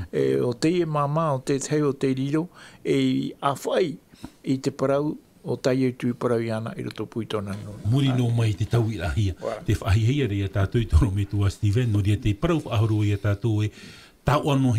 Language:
Tahitian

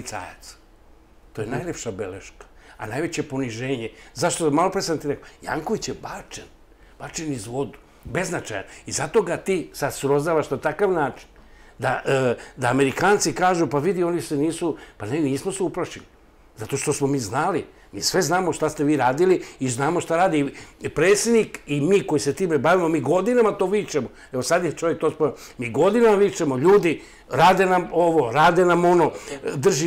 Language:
Serbian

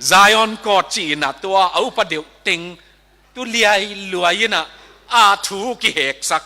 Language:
Tedim Chin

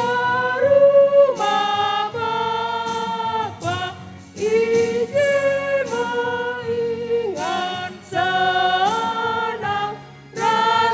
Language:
Batak Karo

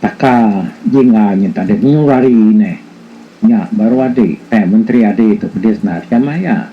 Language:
Iban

